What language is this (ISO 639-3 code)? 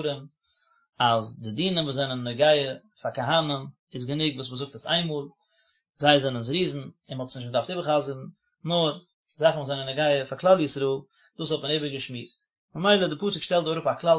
yid